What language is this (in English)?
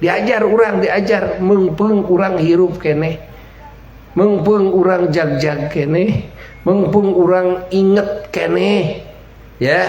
Sundanese